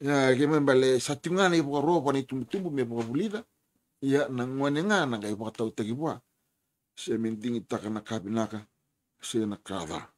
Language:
Fijian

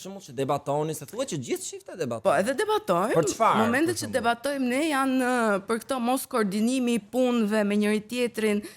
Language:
Albanian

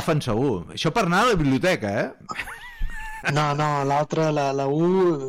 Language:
Catalan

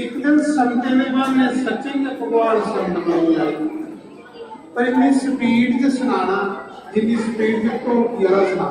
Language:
Dogri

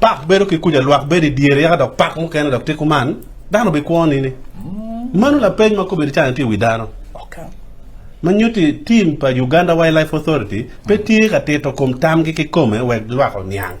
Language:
Acoli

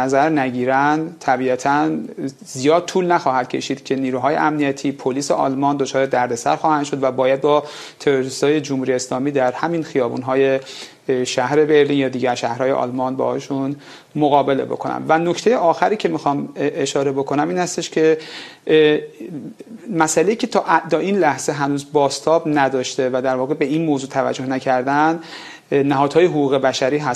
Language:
Persian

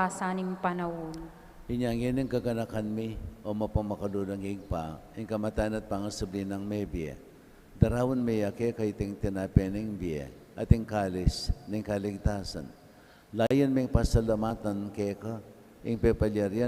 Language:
Pampanga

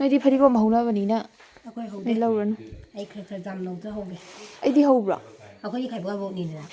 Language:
Manipuri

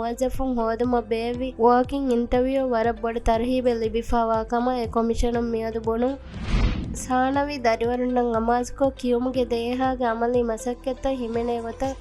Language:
Divehi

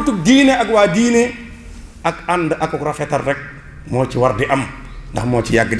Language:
Wolof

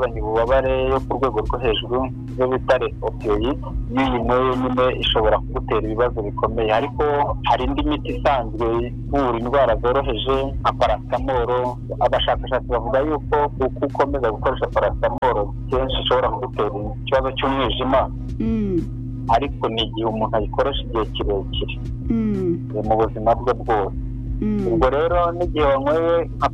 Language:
Kinyarwanda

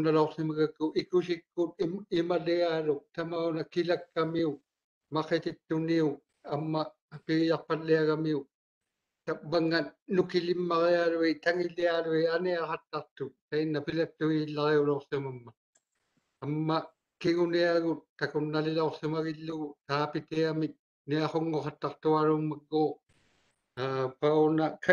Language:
Māori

